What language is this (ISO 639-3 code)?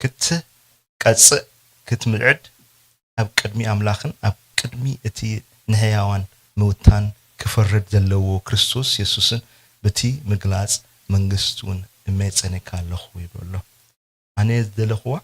tir